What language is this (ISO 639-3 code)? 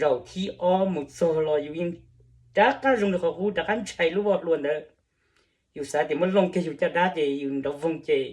hmn